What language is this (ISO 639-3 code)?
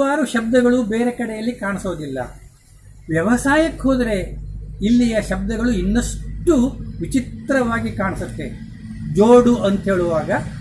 kan